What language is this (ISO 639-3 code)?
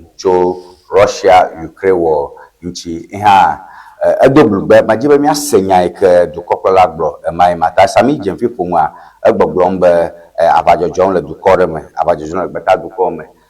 ewe